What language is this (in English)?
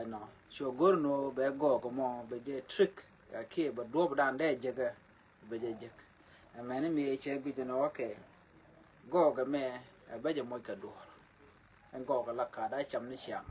Nuer